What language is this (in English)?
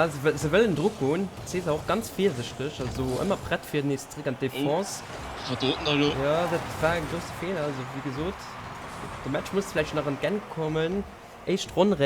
Luxembourgish